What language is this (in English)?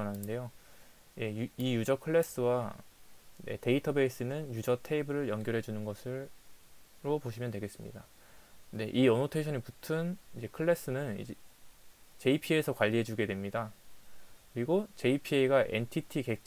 Korean